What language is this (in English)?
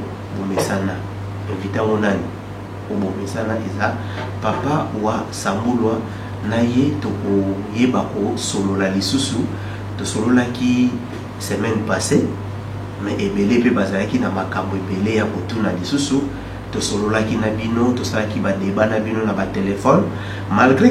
Lingala